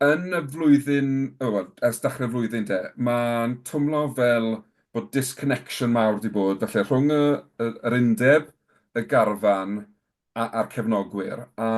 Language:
Welsh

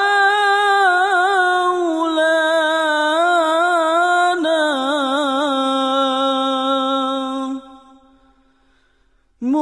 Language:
Malay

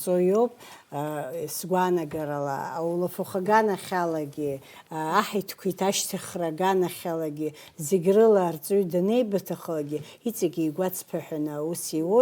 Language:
Abkhazian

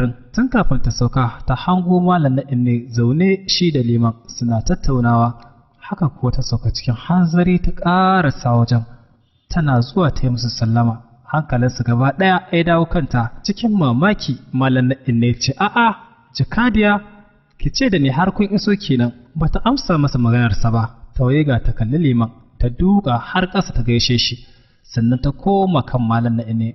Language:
Hausa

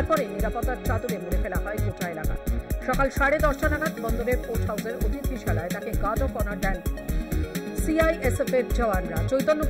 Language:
Bangla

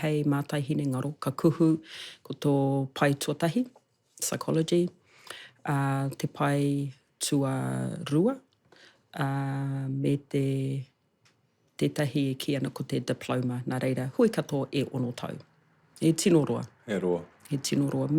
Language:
Māori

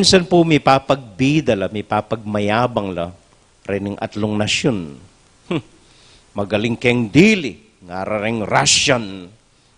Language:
Pampanga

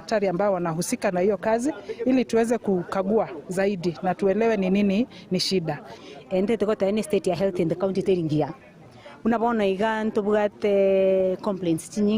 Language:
Gusii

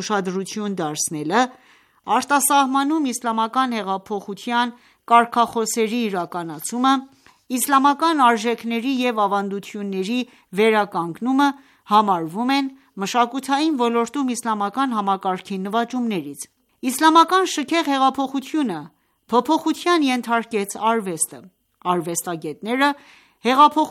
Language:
Armenian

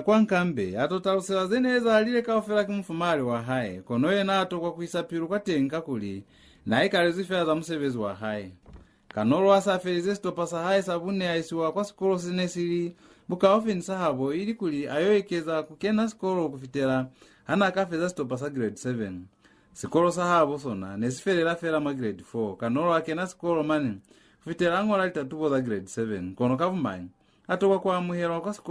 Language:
Lozi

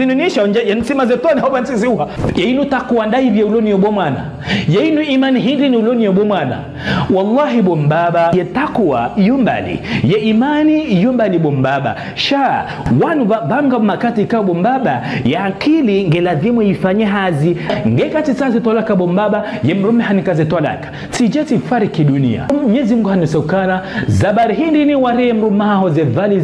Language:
Ngazidja Comorian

